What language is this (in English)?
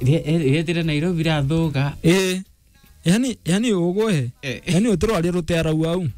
Meru